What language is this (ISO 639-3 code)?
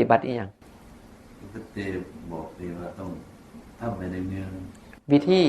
tts